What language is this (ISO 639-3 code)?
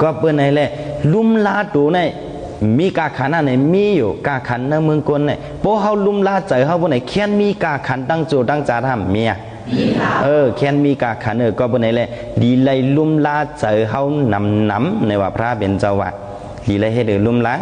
shn